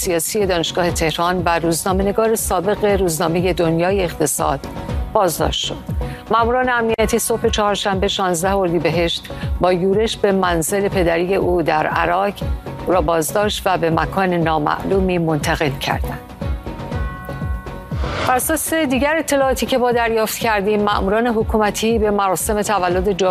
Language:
Persian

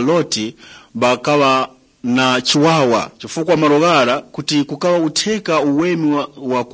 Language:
Tumbuka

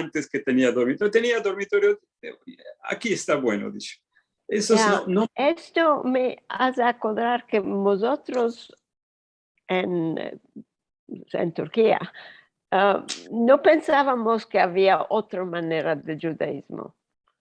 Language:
Ladino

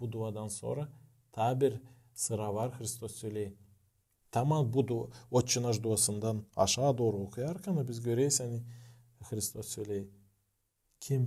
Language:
Gagauz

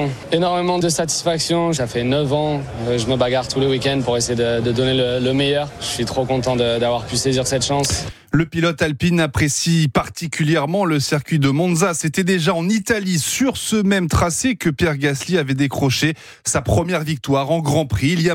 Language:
French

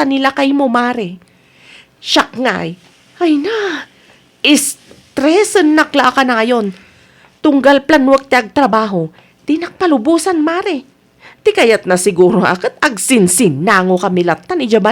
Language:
Iloko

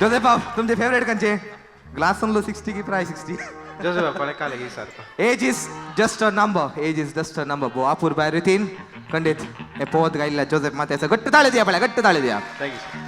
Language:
Konkani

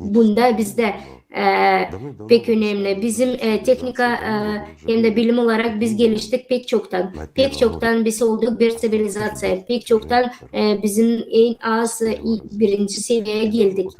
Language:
Gagauz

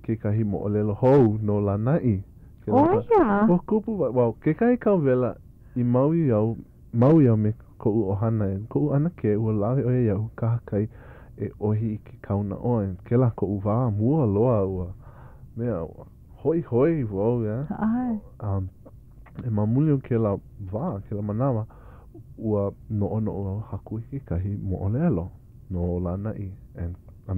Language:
Hawaiian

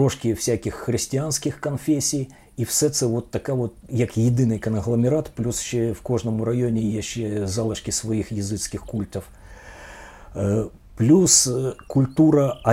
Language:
Ukrainian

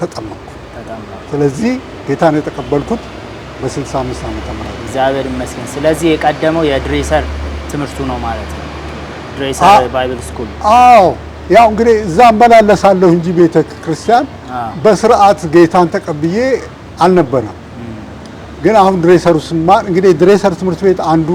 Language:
Amharic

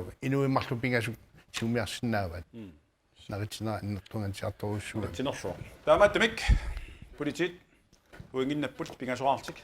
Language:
Kalaallisut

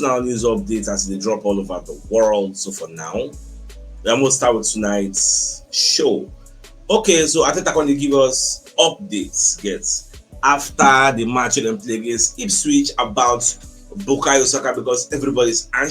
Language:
Nigerian Pidgin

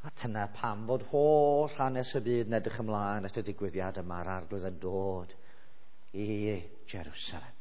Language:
Welsh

